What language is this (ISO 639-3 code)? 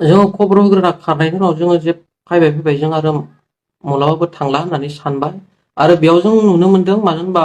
brx